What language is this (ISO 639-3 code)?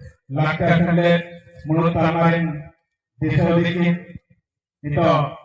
sat